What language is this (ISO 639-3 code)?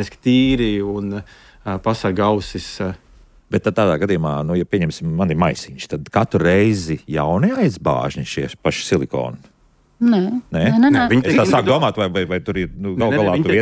lav